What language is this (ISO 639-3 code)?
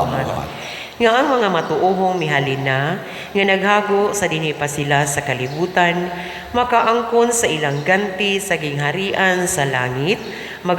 ceb